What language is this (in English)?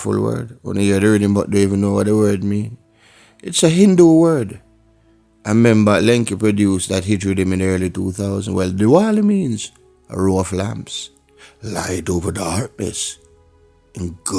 Jamaican Creole English